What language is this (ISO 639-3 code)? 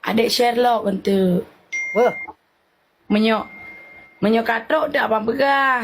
ace